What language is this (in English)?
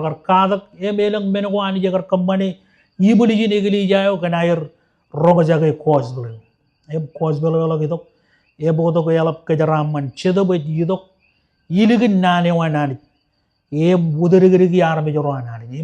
Marshallese